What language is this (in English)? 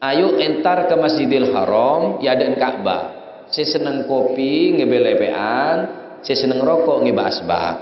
Madurese